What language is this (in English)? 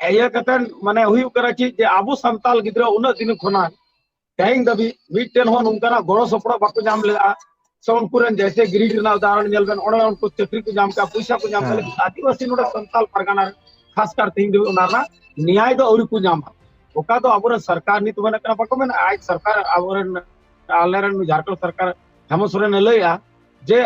Santali